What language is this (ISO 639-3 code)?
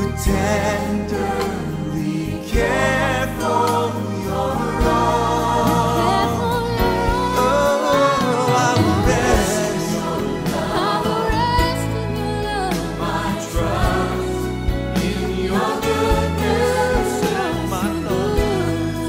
eng